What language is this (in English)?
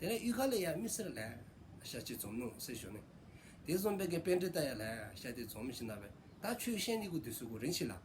Dzongkha